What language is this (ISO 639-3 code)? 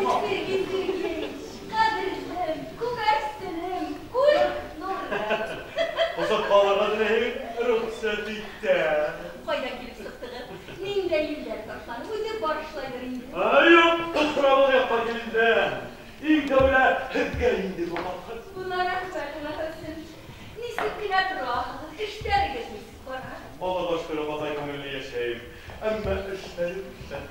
bak